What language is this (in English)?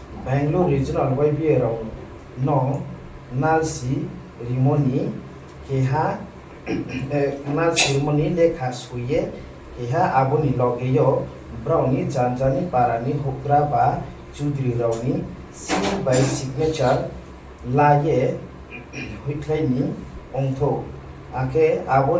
Riang (India)